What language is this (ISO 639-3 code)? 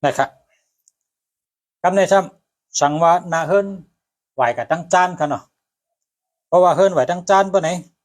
shn